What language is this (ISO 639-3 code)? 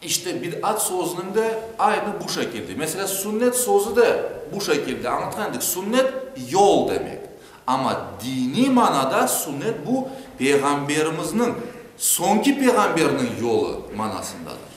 crh